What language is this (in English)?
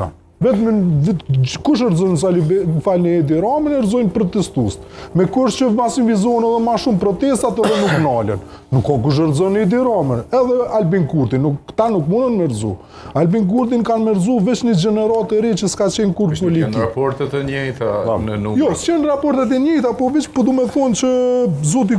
Albanian